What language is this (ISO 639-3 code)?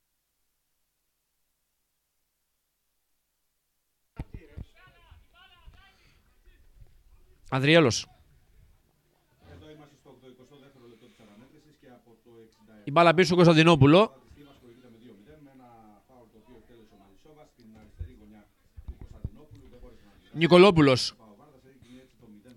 ell